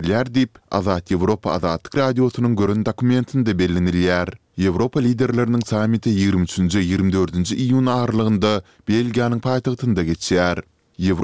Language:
Turkmen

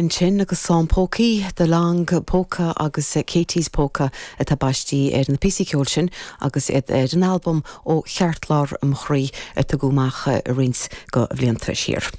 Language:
Irish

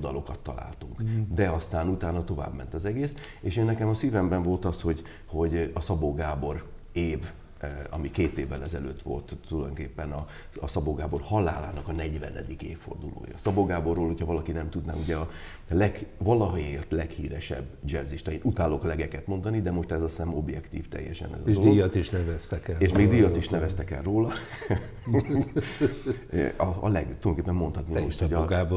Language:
Hungarian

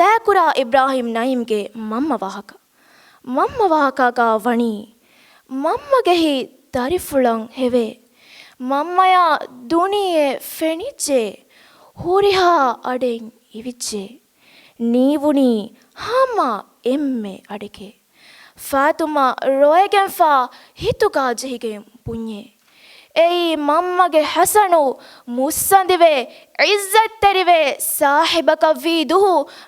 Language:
Divehi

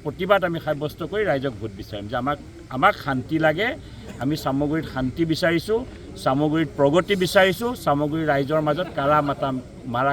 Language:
Assamese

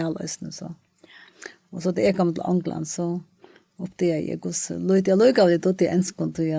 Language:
Faroese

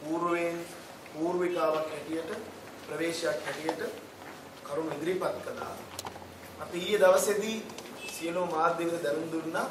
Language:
Sinhala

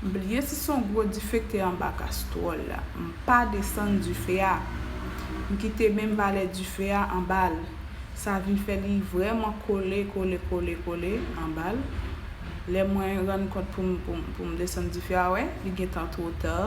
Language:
Haitian Creole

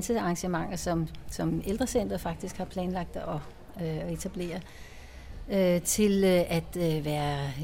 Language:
Danish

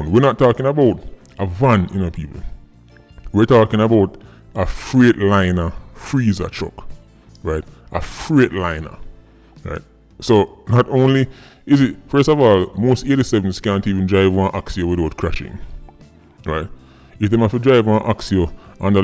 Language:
Jamaican Creole English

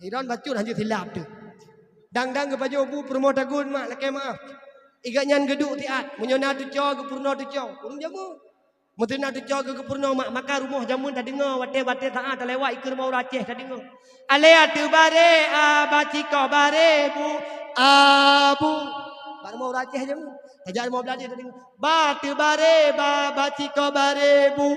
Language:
Achinese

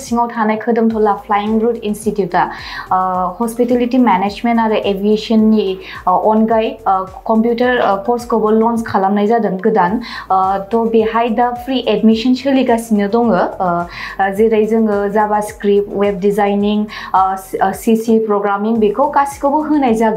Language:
Bodo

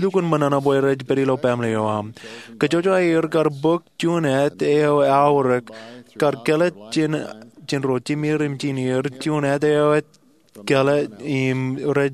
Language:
Marshallese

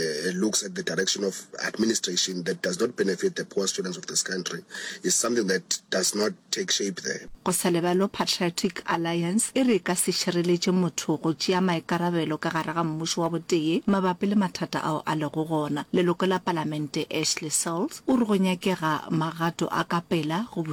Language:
Northern Sotho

